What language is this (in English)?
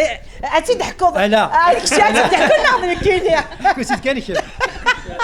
Kabyle